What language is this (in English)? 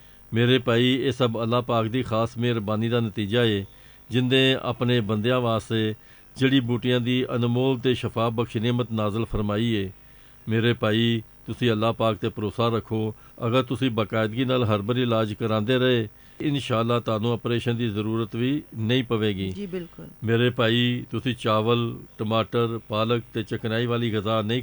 Punjabi